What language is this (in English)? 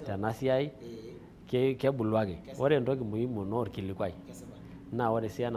Masai